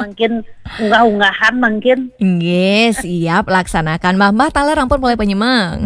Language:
Balinese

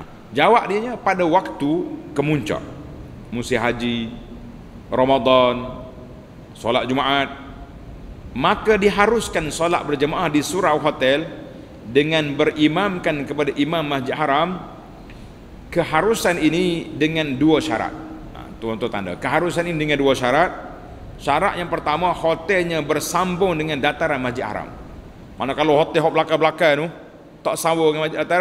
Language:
Malay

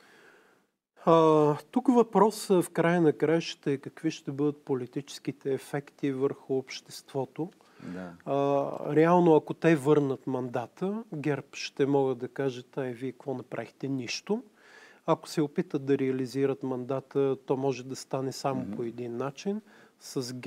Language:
Bulgarian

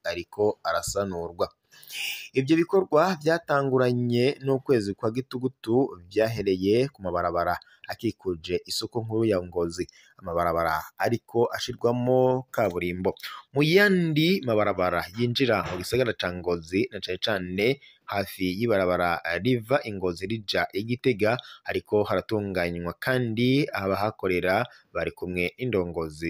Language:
Rundi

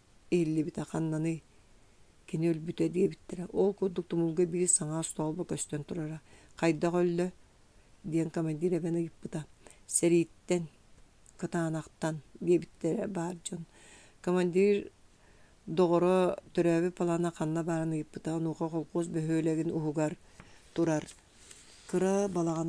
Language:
Yakut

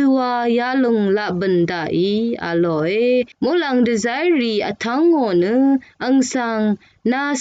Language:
Rawang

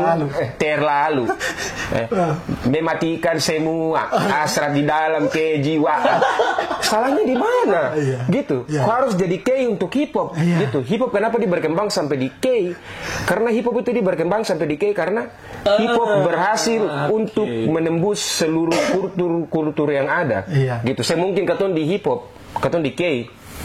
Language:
Ambonese Malay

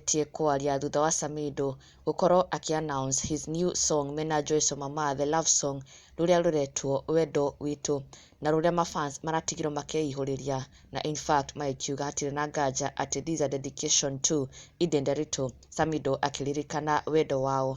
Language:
Kikuyu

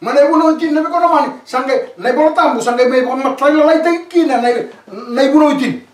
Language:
Fijian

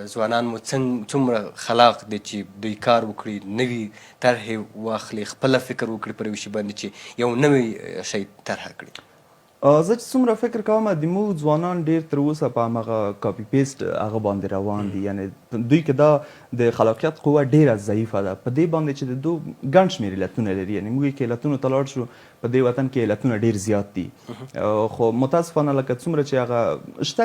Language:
Pashto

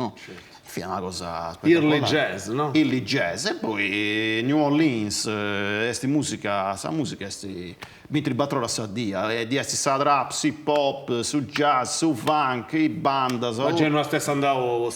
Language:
Sardinian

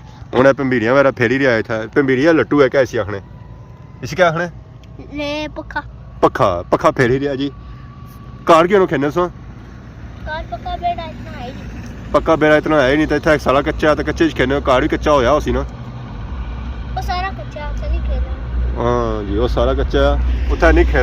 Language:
Pahari-Potwari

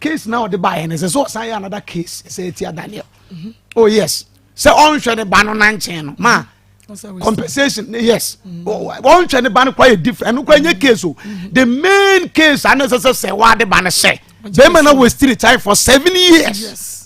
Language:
Akan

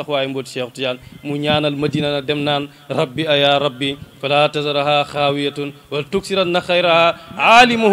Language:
Wolof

